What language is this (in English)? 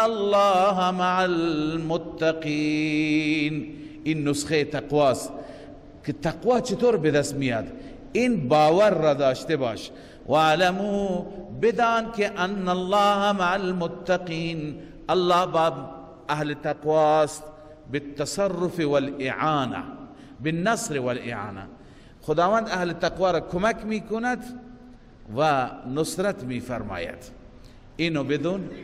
Persian